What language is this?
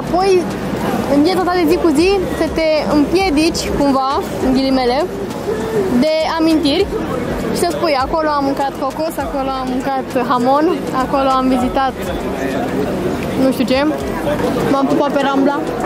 Romanian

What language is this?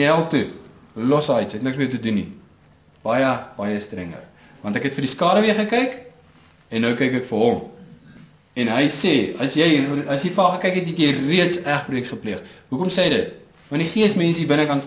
Afrikaans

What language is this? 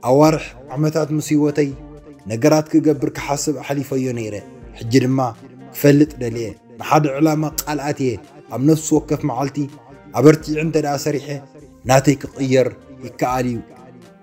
Tigrinya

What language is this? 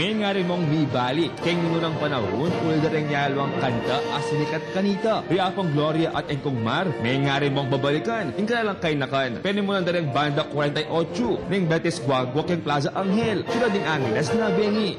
Pampanga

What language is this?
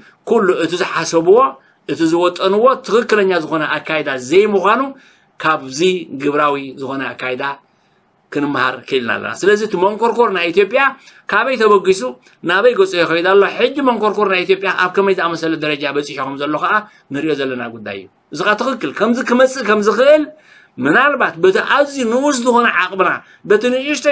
Tigrinya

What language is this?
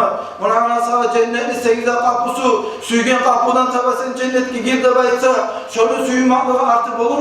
Kumyk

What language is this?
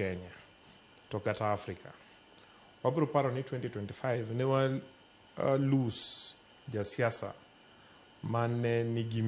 Luo (Kenya and Tanzania)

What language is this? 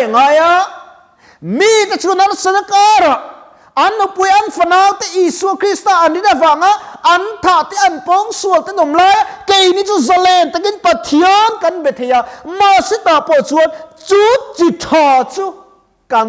Mizo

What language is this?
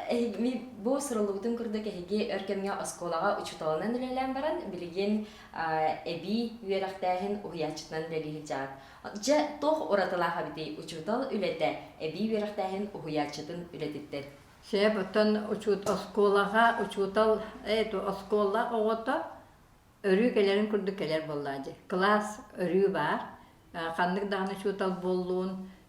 Yakut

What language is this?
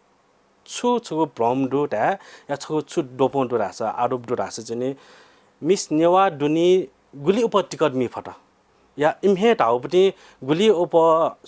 Newari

